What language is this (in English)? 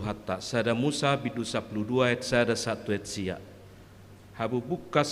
Batak Toba